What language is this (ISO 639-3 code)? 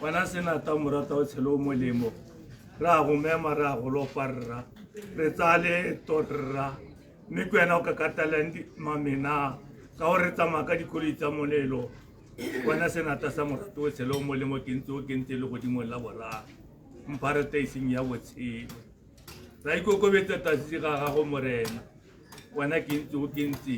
tsn